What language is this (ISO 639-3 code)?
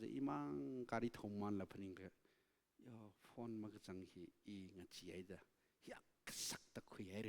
nmf